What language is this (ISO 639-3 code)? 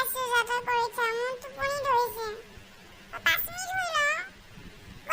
asm